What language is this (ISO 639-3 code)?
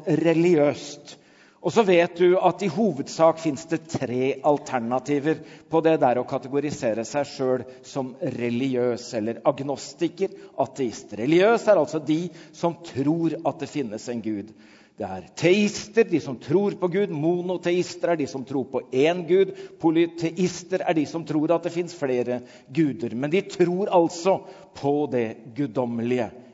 nor